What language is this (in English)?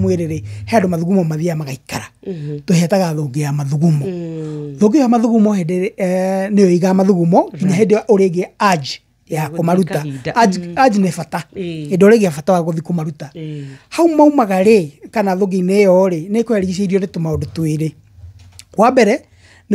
Kikuyu